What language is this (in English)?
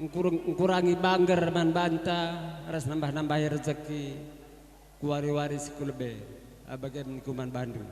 Batak Karo